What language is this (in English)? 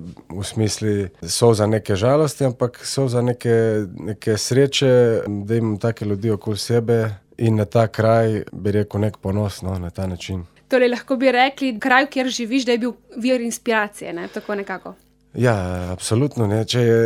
Slovenian